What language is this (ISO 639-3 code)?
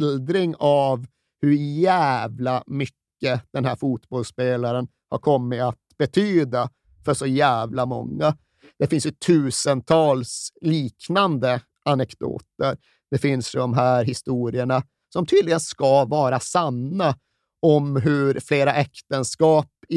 swe